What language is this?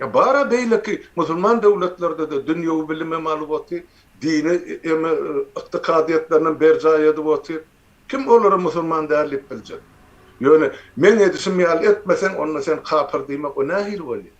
Turkmen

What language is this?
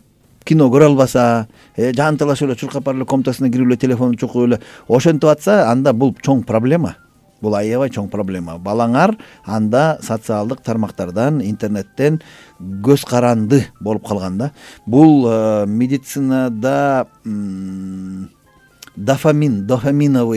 Kyrgyz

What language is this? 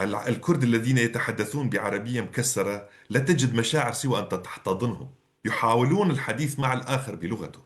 North Levantine Arabic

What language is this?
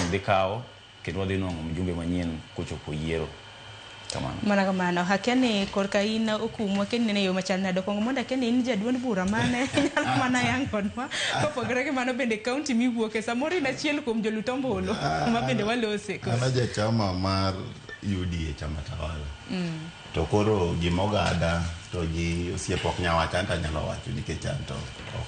Luo (Kenya and Tanzania)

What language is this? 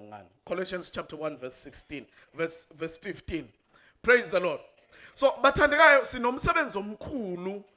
Zulu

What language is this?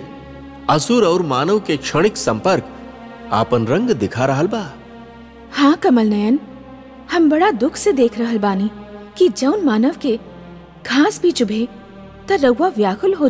Bhojpuri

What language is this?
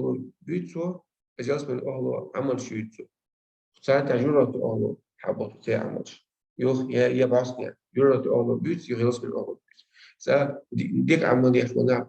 Chechen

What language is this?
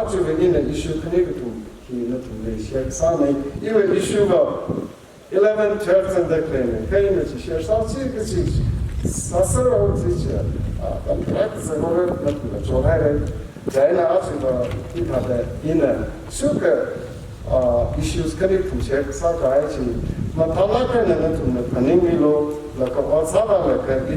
Tangkhul Naga (India)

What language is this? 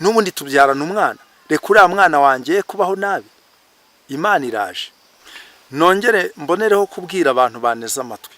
Kinyarwanda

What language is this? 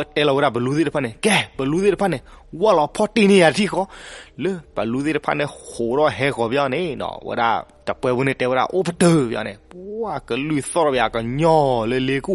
S'gaw Karen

